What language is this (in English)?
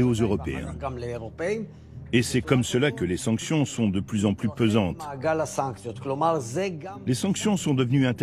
French